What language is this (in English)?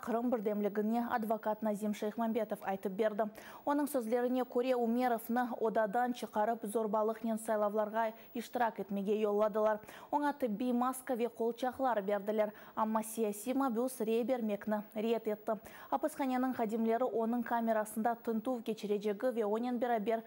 Crimean Tatar